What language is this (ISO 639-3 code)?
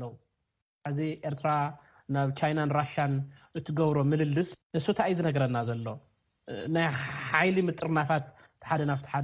tir